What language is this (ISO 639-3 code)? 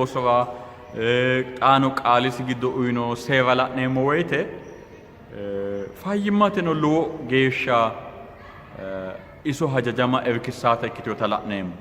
sid